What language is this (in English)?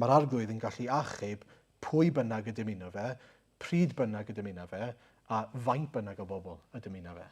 Welsh